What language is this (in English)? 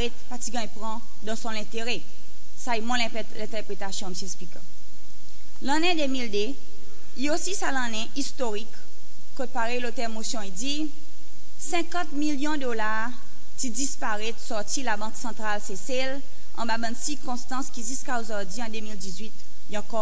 Seselwa Creole French